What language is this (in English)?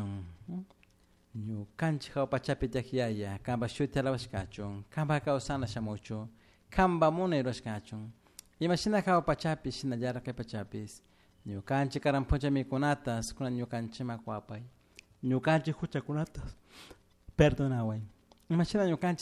Chimborazo Highland Quichua